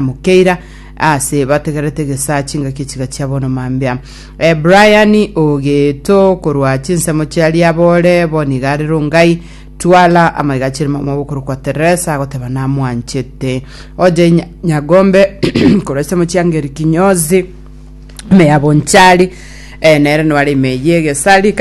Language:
Gusii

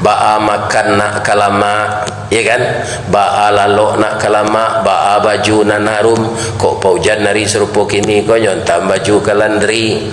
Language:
Minangkabau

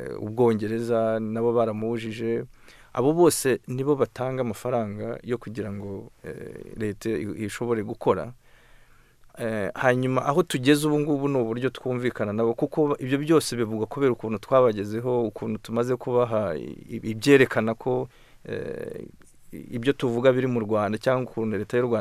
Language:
Kinyarwanda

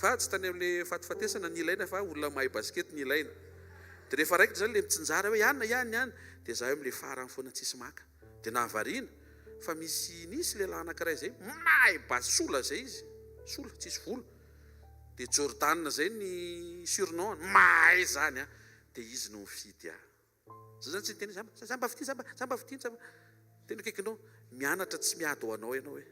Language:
Malagasy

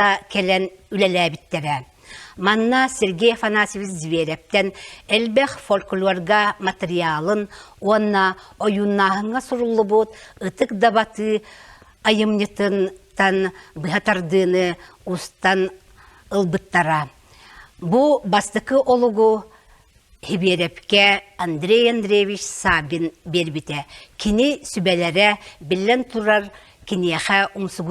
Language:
Yakut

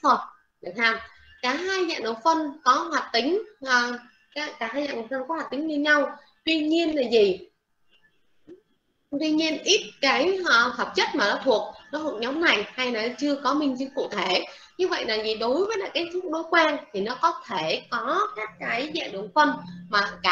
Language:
Vietnamese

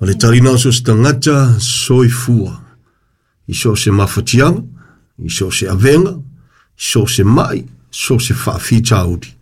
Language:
Samoan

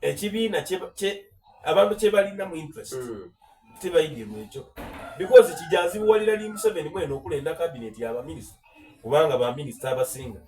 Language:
Soga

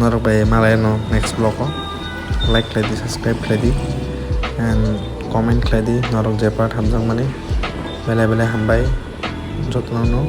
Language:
Kok Borok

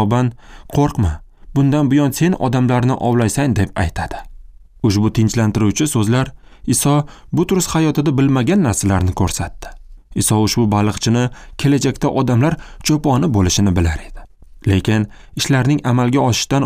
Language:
Uzbek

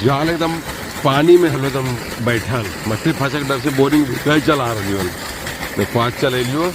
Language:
Magahi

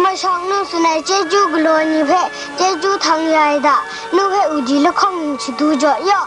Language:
Kachin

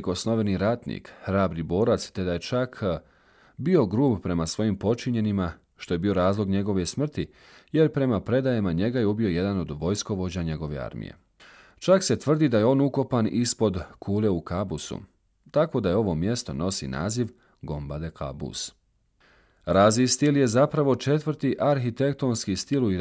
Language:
Bosnian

